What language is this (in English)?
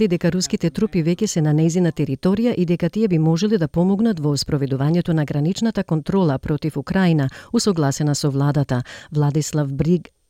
Macedonian